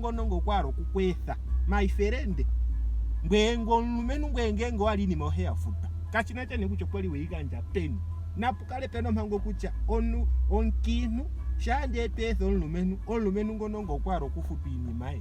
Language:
Ndonga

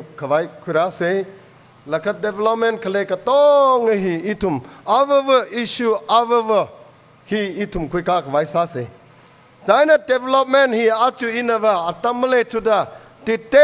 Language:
Tangkhul Naga (India)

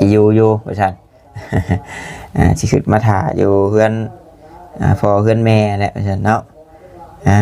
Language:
Lao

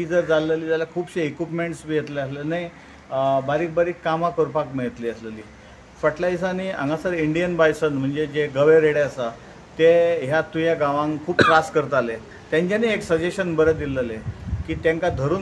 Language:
Konkani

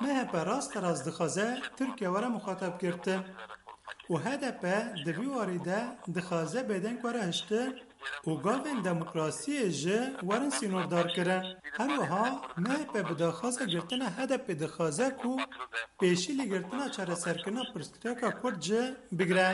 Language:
Kurdish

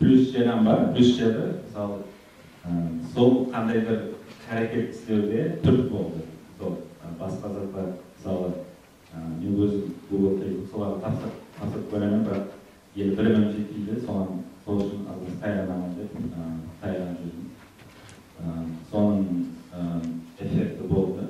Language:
Kara-Kalpak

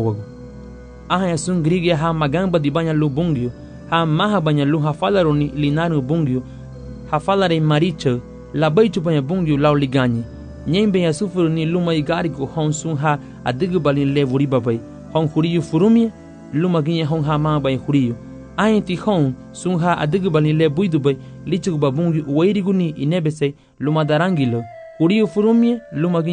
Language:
Garifuna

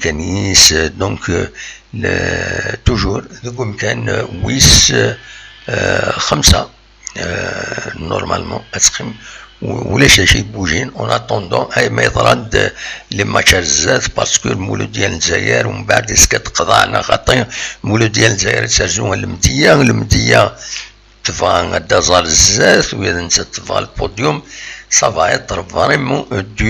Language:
Kabyle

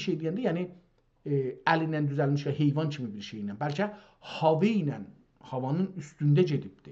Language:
South Azerbaijani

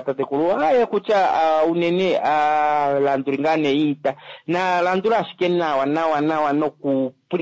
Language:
Kuanyama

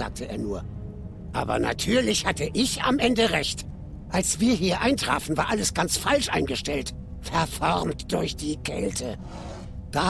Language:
Swiss German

